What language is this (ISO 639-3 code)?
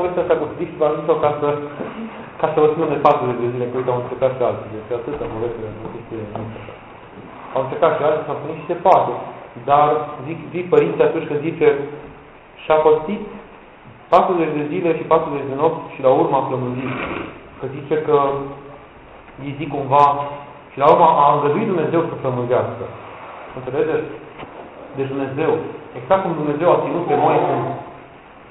ron